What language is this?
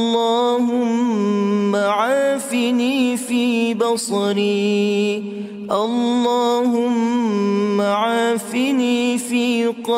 Arabic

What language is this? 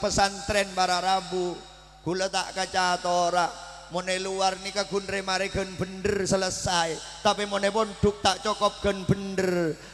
Madurese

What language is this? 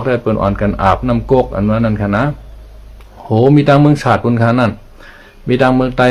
Shan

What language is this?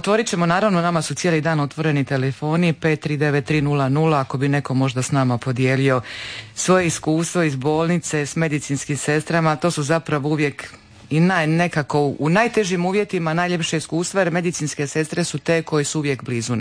Croatian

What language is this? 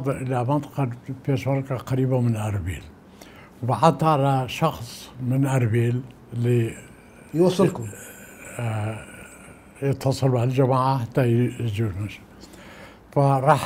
Mesopotamian Arabic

